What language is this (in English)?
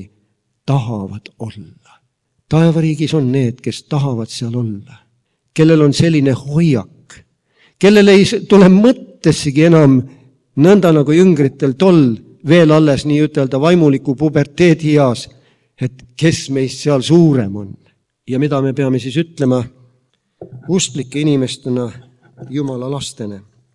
Estonian